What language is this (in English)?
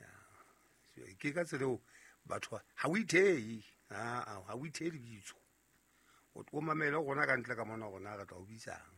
Southern Sotho